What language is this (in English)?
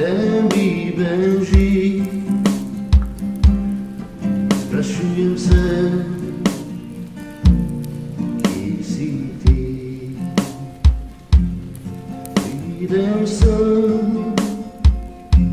Slovenian